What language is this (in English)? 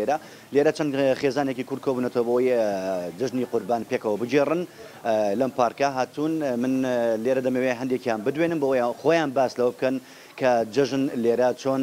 Central Kurdish